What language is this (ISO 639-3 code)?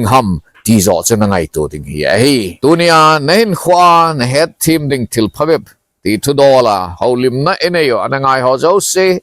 tcz